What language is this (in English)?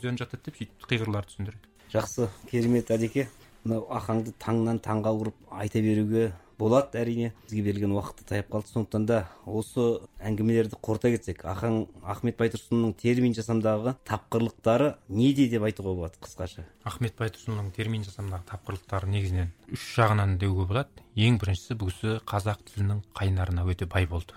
Kazakh